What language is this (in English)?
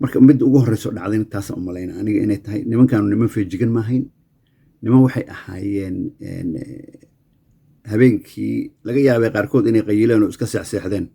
Somali